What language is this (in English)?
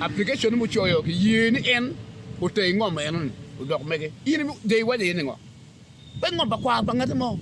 Acoli